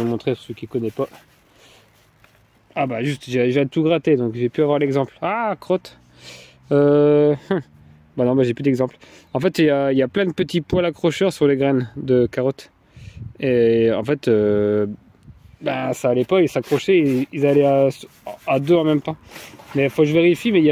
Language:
French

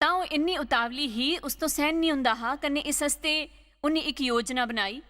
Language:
Dogri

